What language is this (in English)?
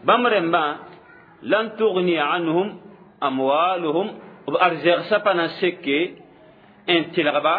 Mossi